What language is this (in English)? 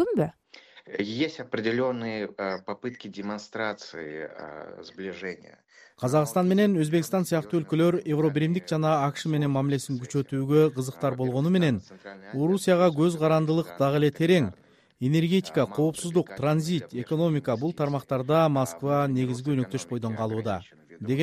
Kyrgyz